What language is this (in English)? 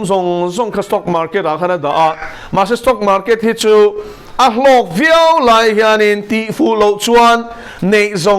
Mizo